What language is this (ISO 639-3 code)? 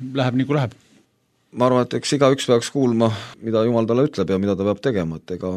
est